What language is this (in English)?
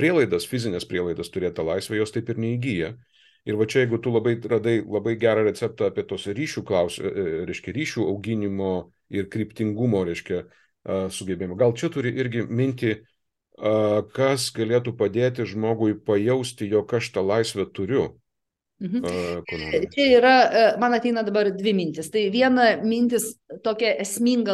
Lithuanian